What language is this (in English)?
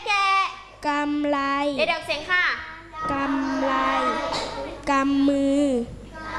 Thai